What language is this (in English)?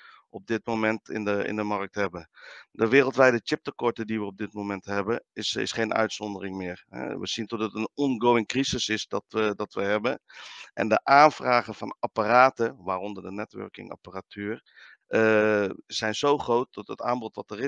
Dutch